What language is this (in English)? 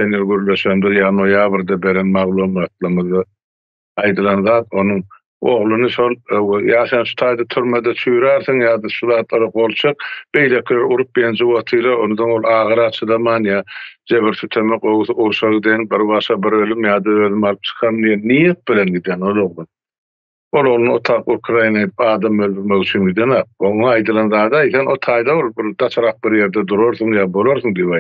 Turkmen